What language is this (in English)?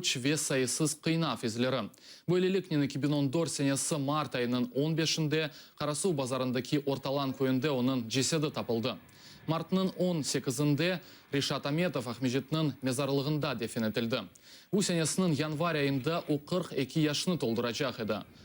Crimean Tatar